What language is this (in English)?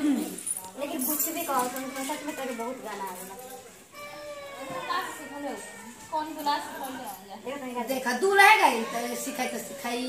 Bhojpuri